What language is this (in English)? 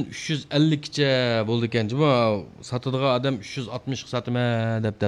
Uyghur